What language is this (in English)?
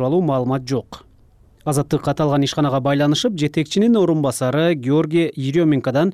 Kyrgyz